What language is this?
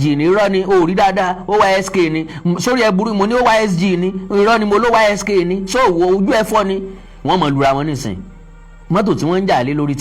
Yoruba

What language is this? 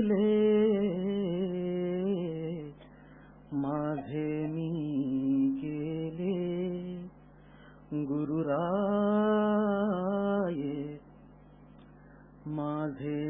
Marathi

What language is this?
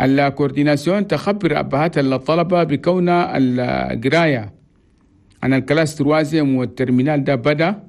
Chadian Arabic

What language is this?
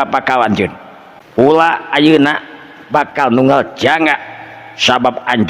Sundanese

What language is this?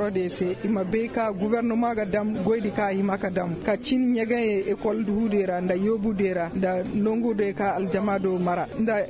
Koyraboro Senni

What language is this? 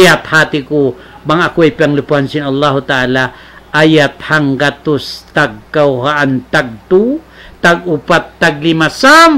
Tausug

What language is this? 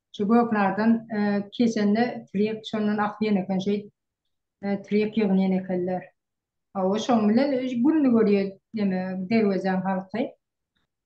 Turkmen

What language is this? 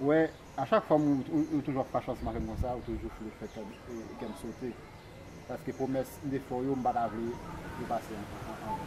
Haitian Creole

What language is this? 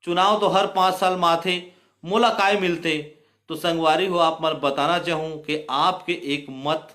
Chhattisgarhi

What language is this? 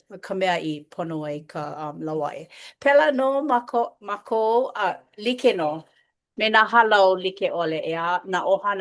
Hawaiian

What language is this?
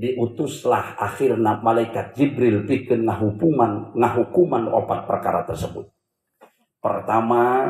Sundanese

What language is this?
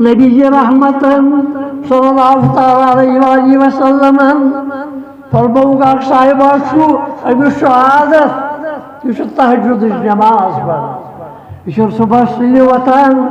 Kashmiri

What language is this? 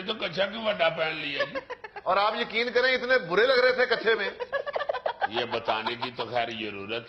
Urdu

